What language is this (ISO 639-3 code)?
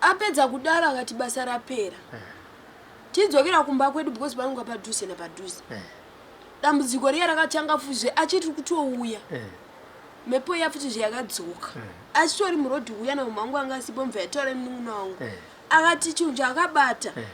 sna